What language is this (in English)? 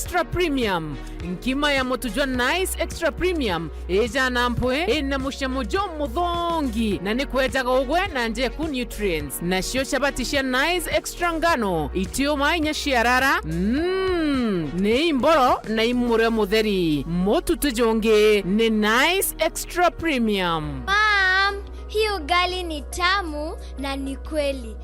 Meru